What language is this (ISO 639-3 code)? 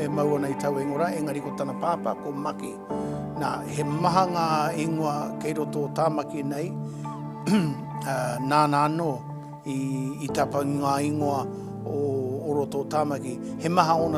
mri